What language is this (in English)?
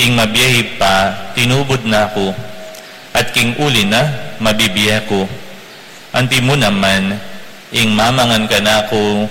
Pampanga